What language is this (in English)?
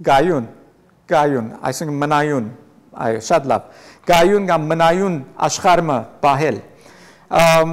Western Armenian